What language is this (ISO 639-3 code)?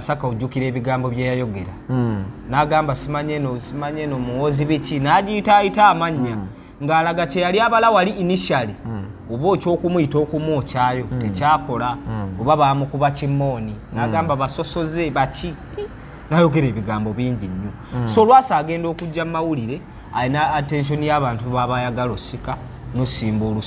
lug